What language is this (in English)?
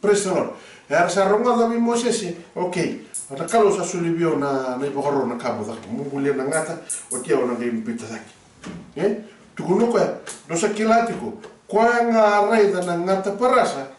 Fijian